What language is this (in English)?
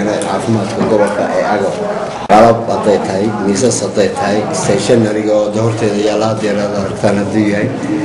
Somali